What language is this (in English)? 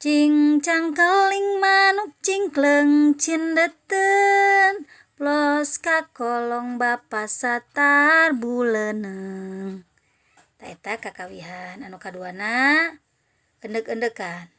Sundanese